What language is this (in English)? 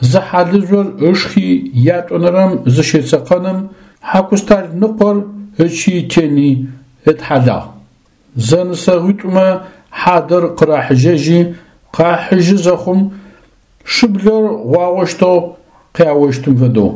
Adyghe